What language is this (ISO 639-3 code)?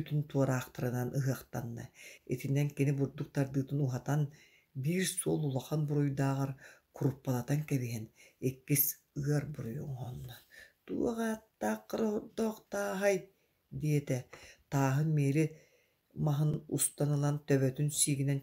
sah